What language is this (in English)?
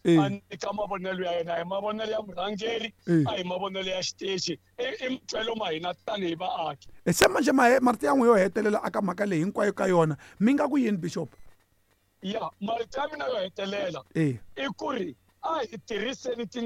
Tsonga